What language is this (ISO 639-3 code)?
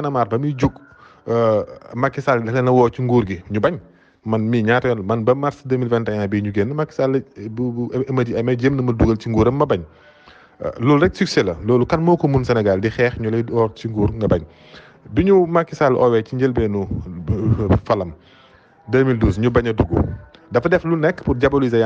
wol